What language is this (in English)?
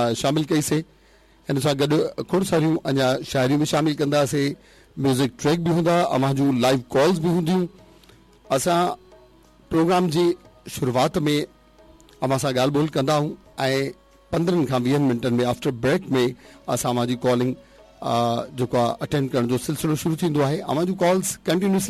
Sindhi